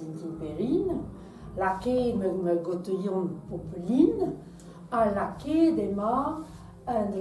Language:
Breton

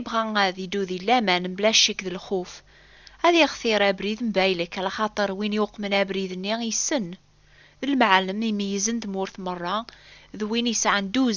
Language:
Kabyle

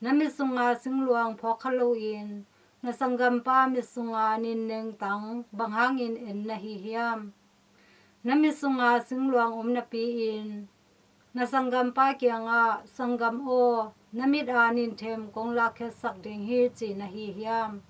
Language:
Tedim Chin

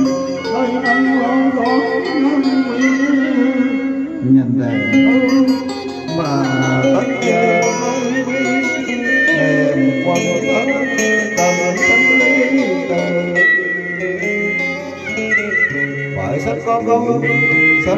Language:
Vietnamese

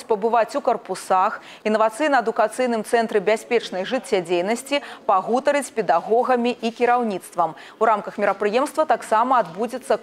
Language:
Belarusian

